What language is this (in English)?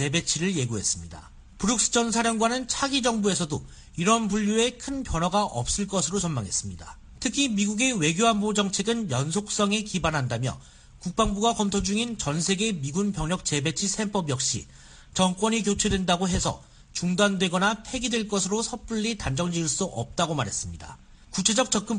Korean